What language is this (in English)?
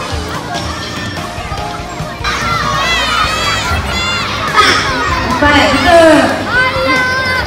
Malay